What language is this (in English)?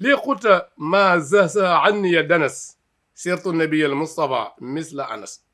Wolof